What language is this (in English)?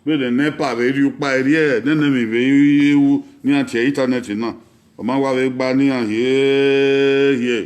Bini